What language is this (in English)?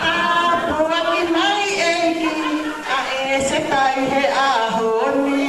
Tongan